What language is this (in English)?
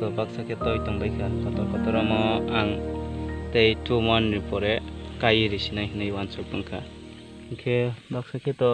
Kok Borok